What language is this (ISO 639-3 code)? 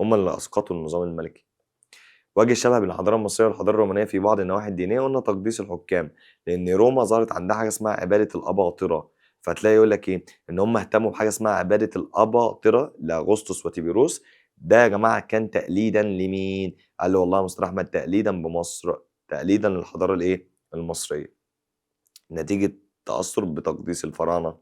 arz